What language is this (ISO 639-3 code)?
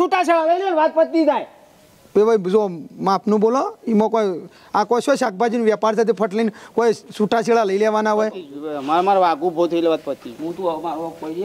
guj